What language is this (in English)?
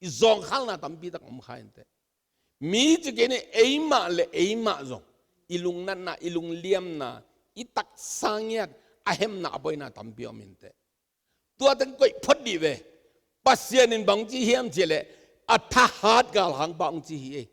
Tedim Chin